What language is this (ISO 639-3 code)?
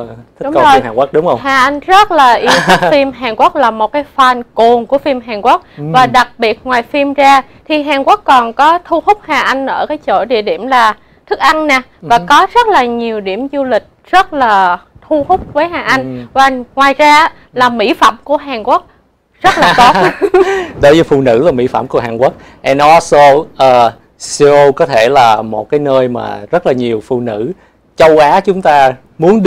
vie